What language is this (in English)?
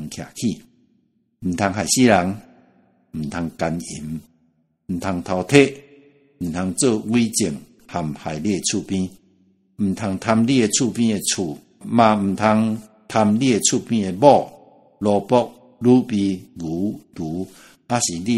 Min Nan Chinese